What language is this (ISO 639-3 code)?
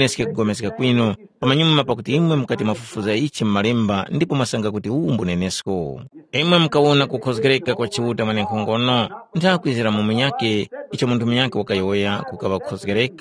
tum